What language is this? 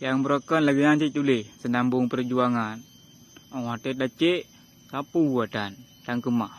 Achinese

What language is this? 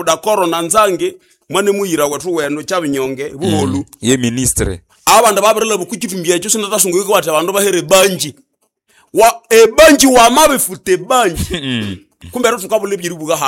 Nande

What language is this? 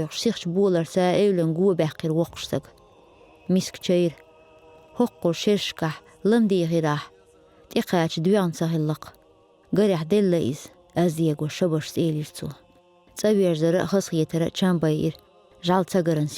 Chechen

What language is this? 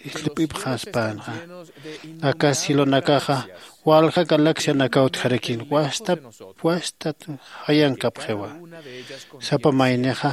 Aymara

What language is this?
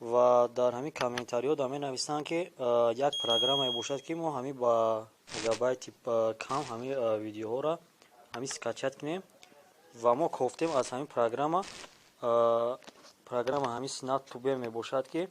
Tajik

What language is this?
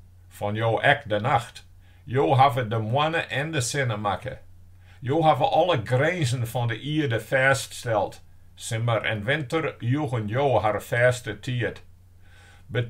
Western Frisian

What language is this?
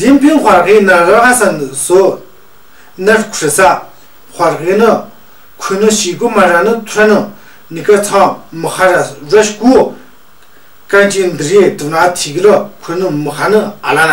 Tu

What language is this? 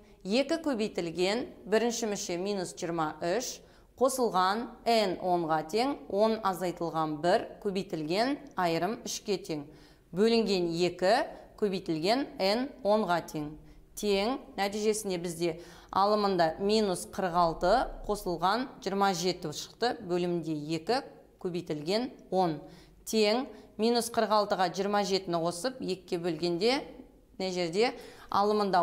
Kazakh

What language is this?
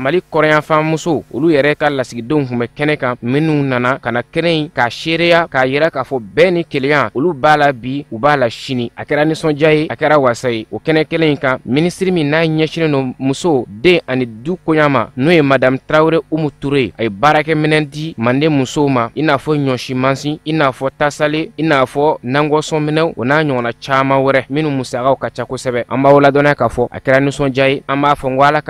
Bambara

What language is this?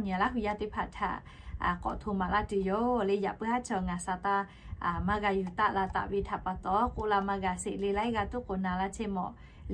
Lahu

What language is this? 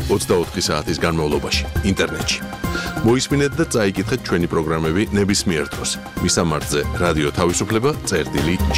Georgian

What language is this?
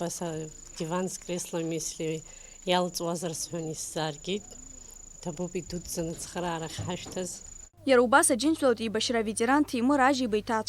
Abkhazian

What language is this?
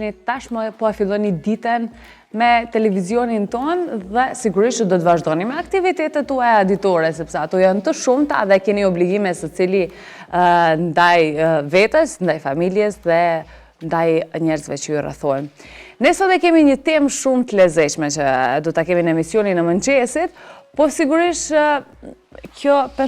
Albanian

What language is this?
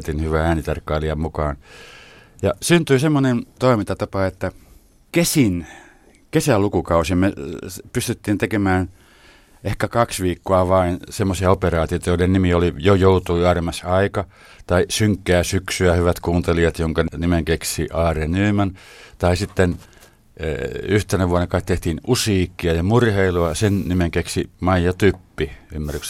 Finnish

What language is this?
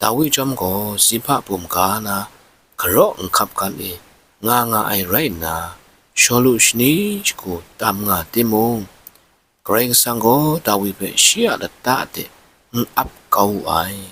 Kachin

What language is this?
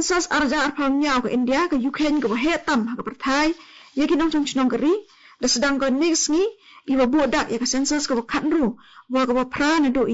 Garo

